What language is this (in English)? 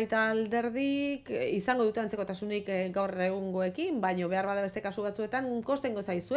Basque